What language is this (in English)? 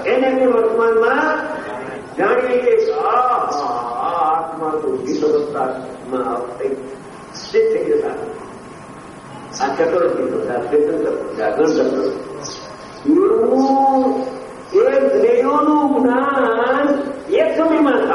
Gujarati